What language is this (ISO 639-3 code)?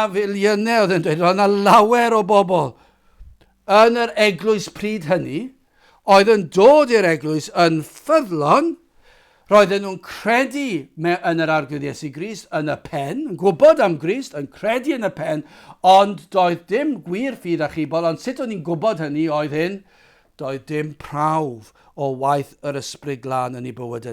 cym